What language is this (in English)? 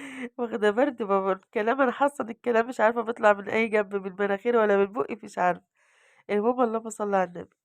Egyptian Arabic